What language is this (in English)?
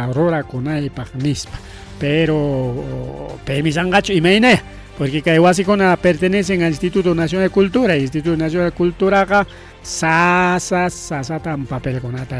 Ayacucho Quechua